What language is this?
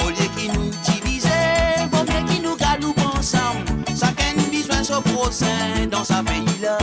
Morisyen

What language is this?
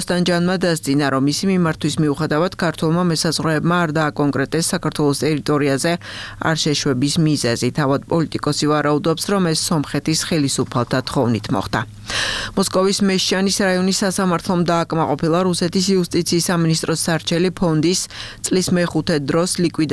Georgian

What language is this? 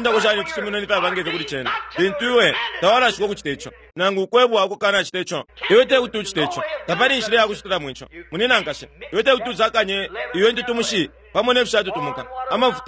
Bemba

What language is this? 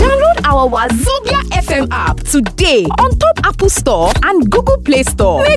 Nigerian Pidgin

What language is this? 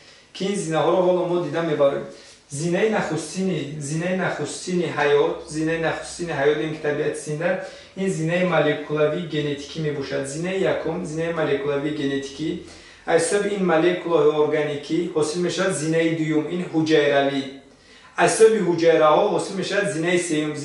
Tajik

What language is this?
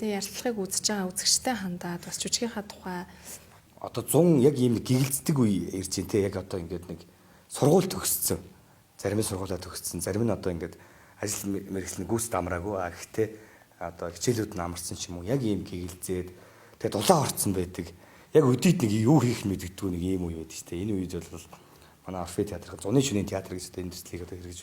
Mongolian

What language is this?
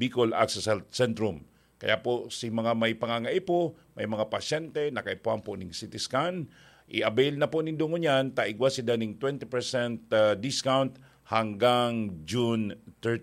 Bikol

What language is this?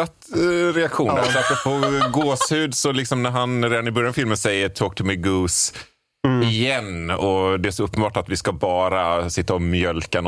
Swedish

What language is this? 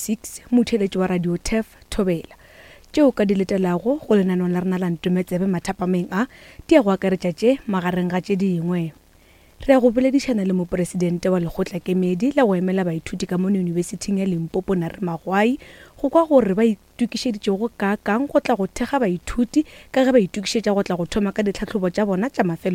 Northern Sotho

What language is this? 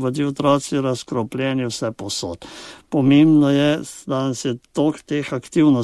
Slovenian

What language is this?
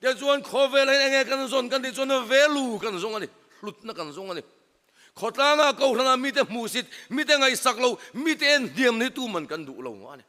Mizo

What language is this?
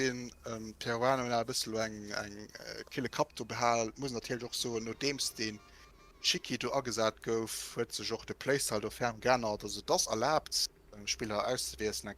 Luxembourgish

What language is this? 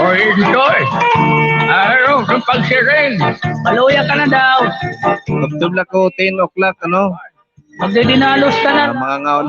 Waray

